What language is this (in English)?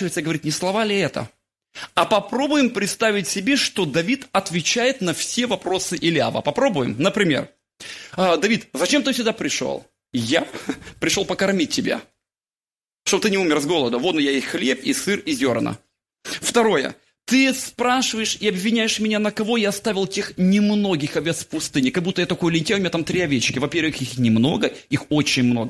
Russian